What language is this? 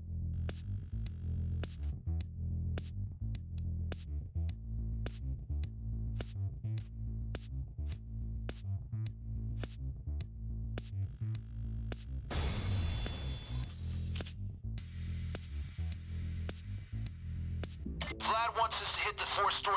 English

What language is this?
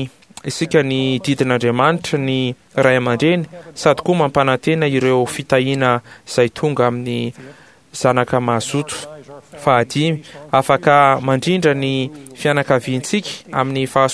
Malagasy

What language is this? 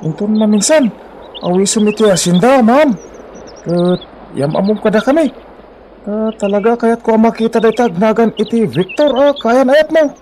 Iloko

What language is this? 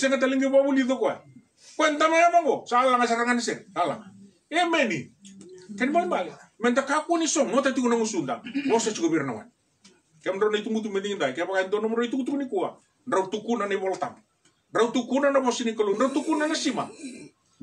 Fijian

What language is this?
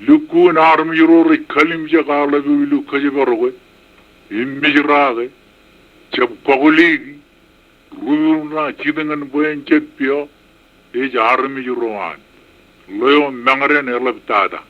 Marshallese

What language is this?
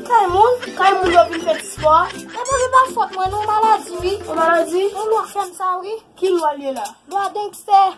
Haitian Creole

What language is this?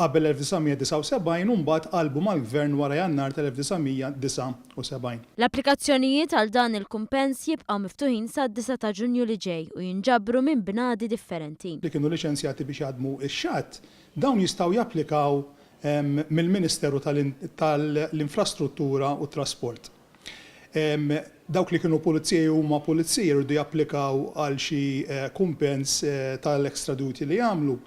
Maltese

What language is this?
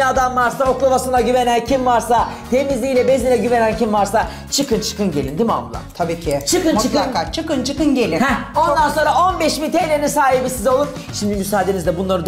Turkish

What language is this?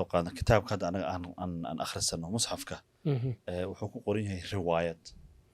Somali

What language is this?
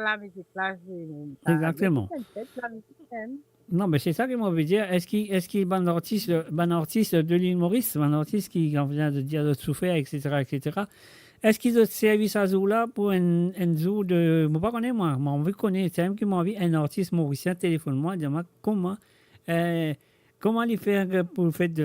Morisyen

